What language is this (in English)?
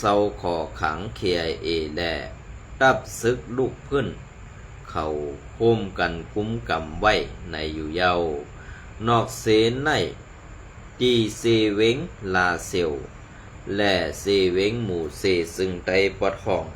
Shan